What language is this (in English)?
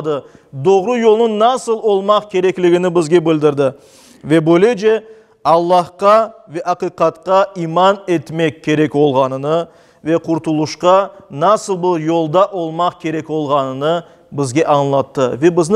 Crimean Tatar